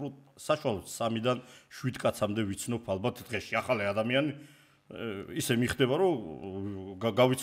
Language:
Georgian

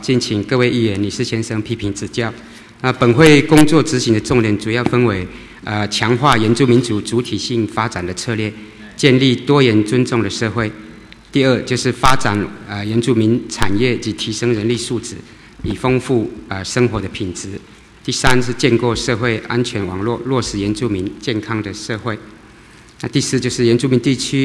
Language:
Chinese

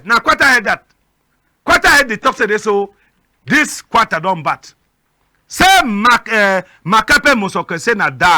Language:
Cameroon Pidgin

